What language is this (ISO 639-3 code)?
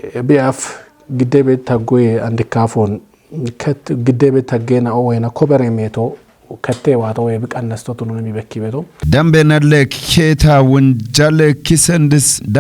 kbr